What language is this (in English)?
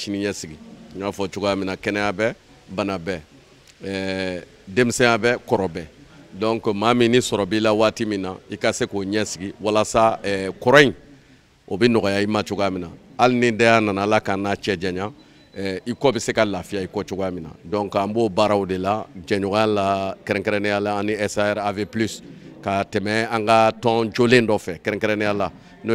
Bambara